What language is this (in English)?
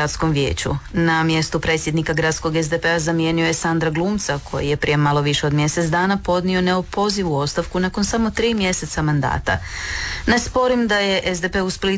Croatian